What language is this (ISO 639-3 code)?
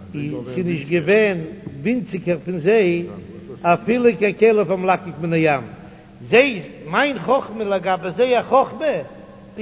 yid